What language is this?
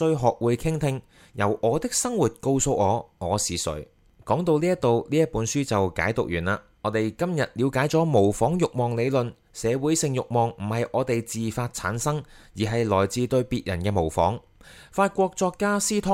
Cantonese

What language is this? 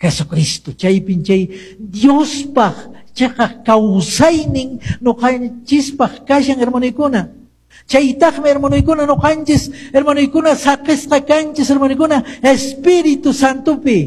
Quechua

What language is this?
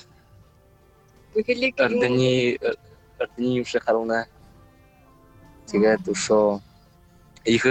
Buriat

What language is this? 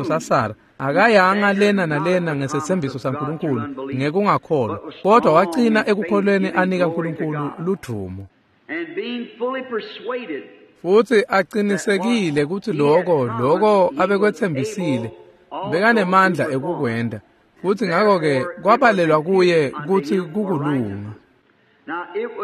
Swati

